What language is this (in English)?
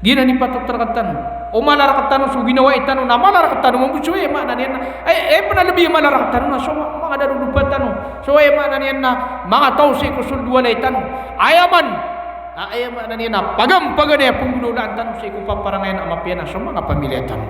Maranao